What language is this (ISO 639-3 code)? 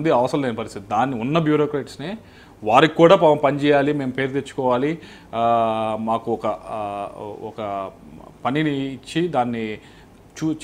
tel